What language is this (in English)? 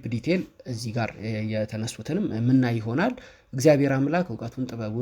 Amharic